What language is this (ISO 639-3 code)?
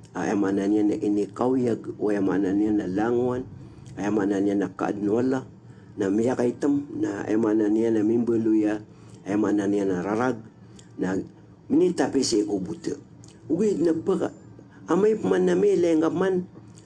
mrw